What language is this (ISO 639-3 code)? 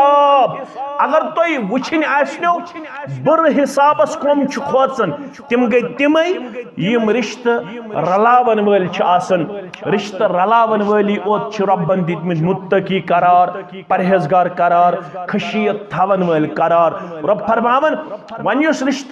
kas